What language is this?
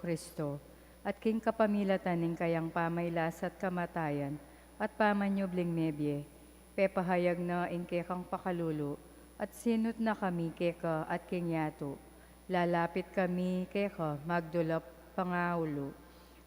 Pampanga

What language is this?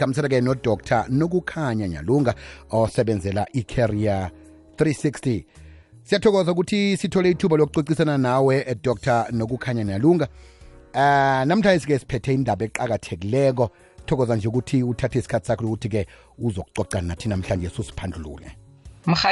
South Ndebele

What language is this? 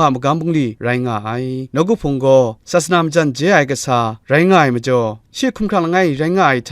Kachin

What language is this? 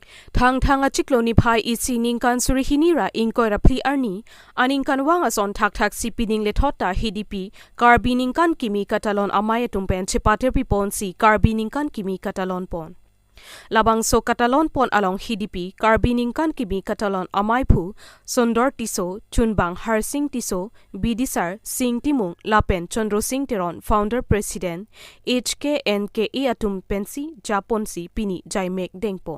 Karbi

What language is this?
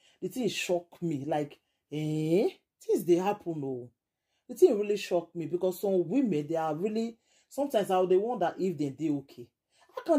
Nigerian Pidgin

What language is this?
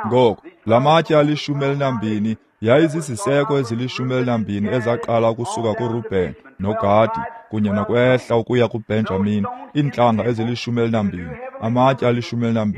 Xhosa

